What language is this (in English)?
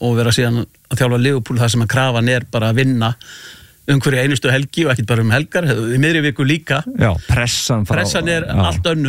Icelandic